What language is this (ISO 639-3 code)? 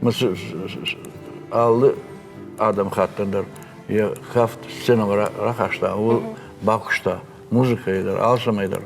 oss